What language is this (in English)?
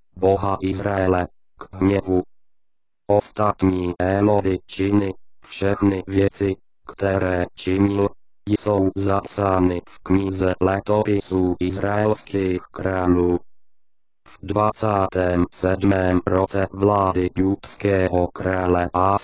Czech